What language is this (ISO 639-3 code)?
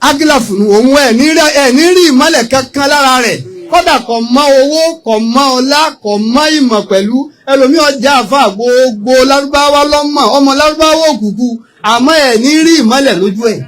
yor